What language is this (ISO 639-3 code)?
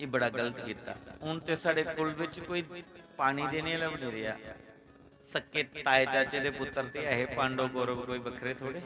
doi